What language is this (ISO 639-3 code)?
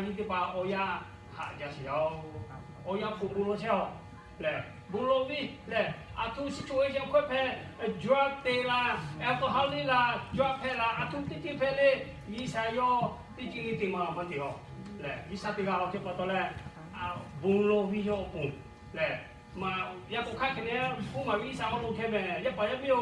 lhu